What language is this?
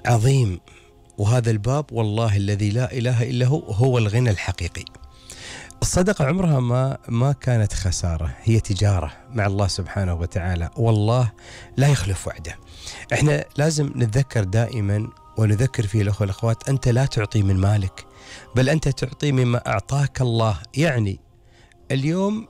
Gulf Arabic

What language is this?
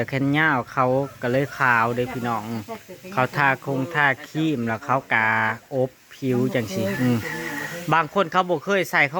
Northeastern Thai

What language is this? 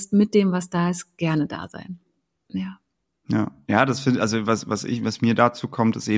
German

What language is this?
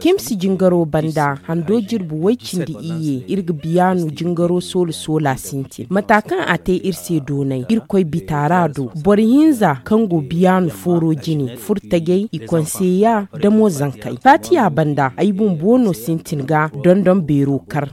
Zarma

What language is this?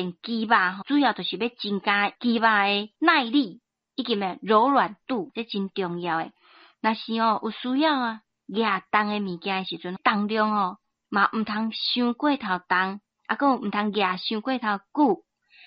Min Nan Chinese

